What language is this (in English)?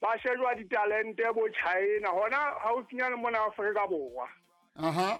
Southern Sotho